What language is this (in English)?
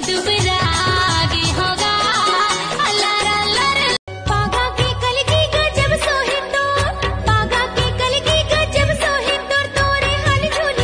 Chhattisgarhi